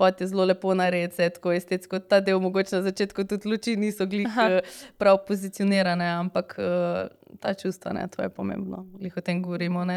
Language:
Slovenian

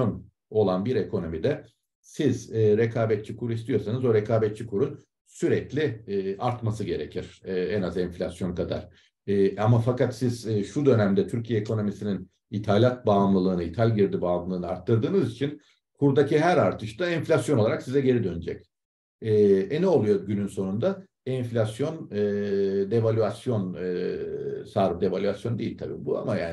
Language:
Turkish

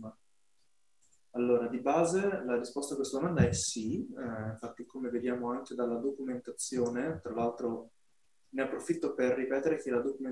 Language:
Italian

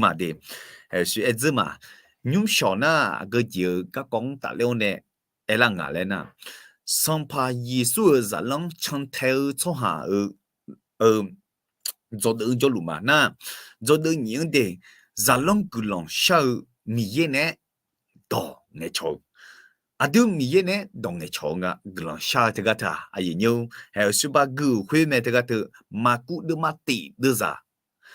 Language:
Akha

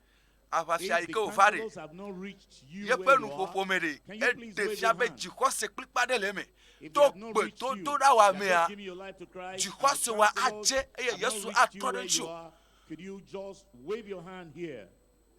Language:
Ewe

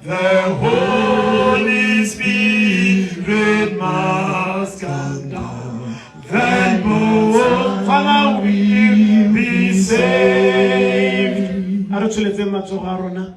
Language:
Tswana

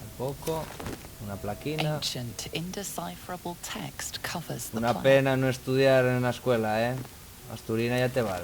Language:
Asturian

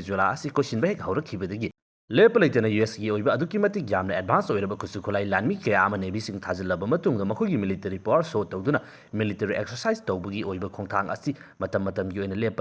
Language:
Manipuri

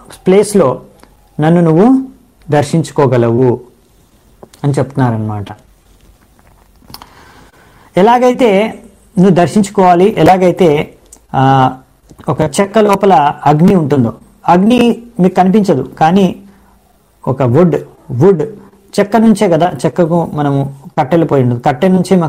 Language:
Telugu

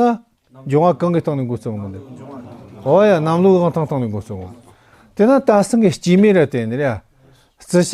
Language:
Tibetan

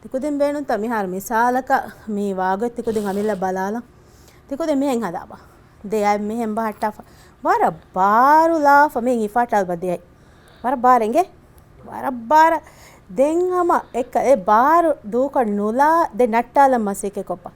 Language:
Divehi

